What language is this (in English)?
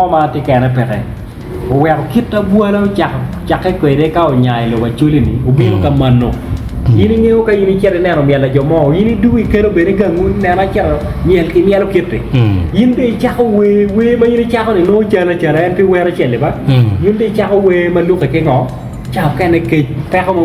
Acoli